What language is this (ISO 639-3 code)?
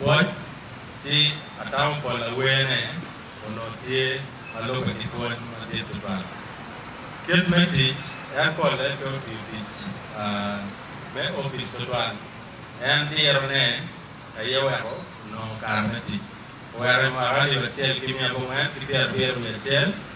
ach